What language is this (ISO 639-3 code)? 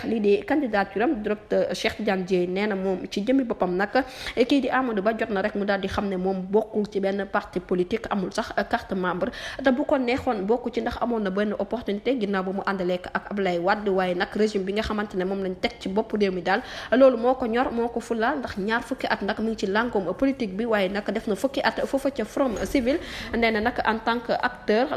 wol